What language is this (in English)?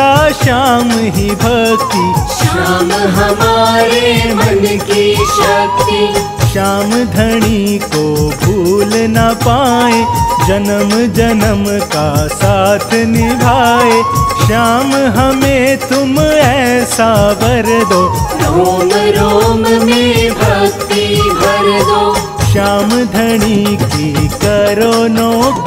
Hindi